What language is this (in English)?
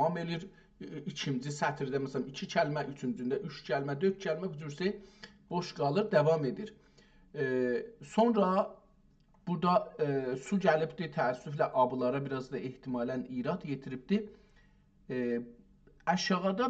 South Azerbaijani